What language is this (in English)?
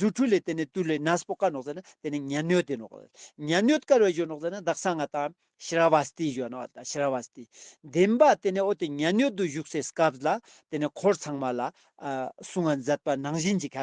Ladakhi